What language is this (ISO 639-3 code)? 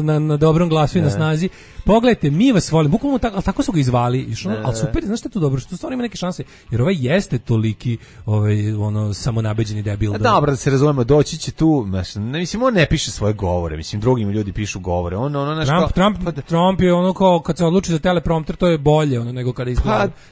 srp